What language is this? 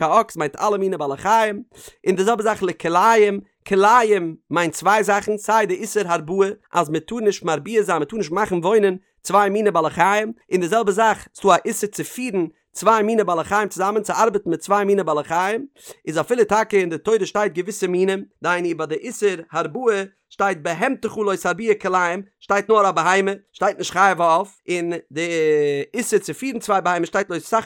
Yiddish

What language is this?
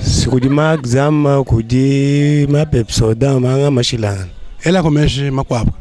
Luba-Lulua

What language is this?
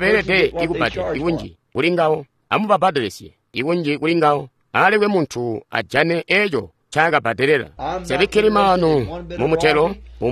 Tonga (Zambia)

